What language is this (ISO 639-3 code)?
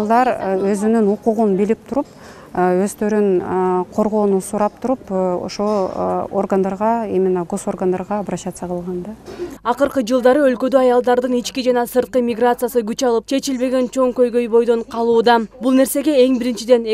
kir